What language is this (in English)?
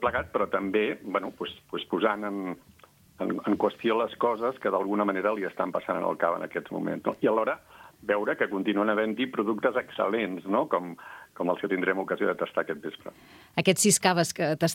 Catalan